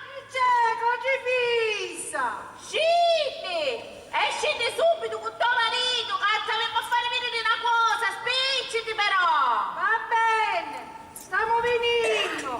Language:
Sicilian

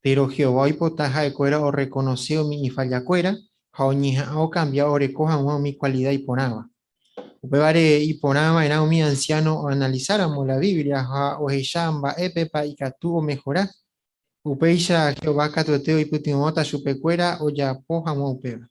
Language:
Guarani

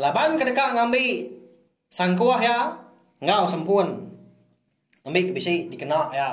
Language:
Iban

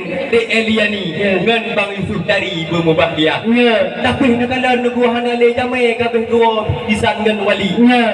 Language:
Achinese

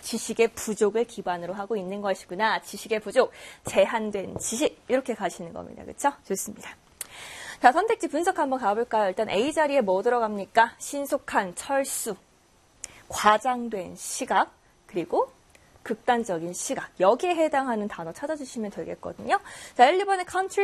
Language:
Korean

